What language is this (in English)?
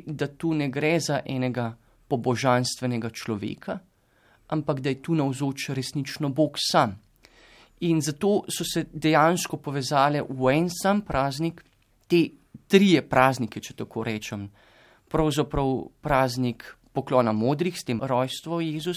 Slovenian